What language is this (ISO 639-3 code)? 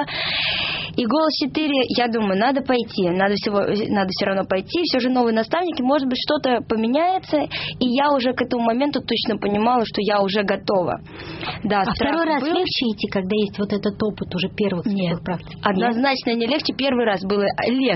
rus